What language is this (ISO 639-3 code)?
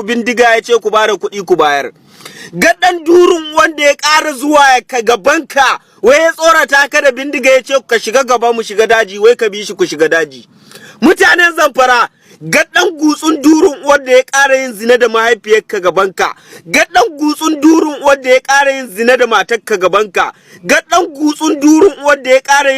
hau